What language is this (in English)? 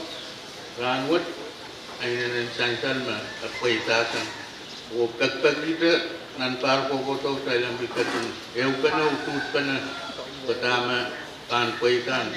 Pohnpeian